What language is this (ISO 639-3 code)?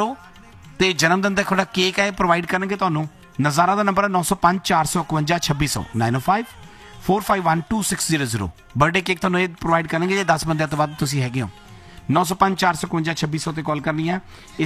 pan